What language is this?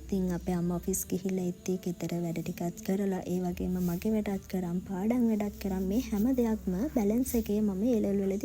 Sinhala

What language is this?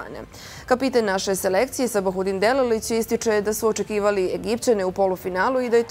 Bosnian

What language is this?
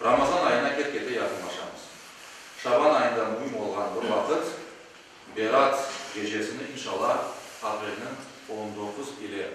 Crimean Tatar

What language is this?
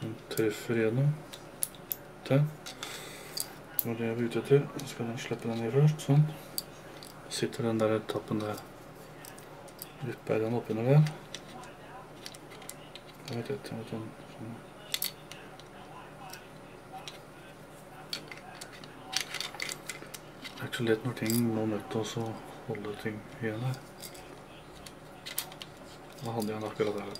Norwegian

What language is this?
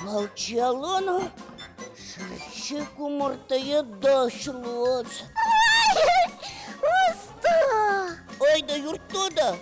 Udmurt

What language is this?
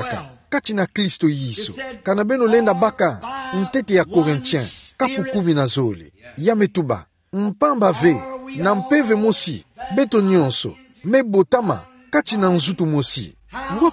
Kituba (Democratic Republic of Congo)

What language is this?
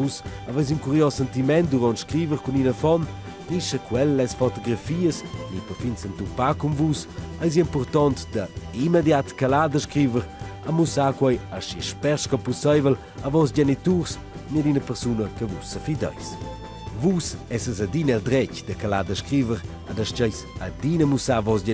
Romansh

